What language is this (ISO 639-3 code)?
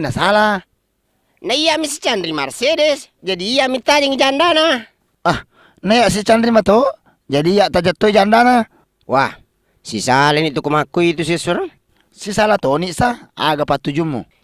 bug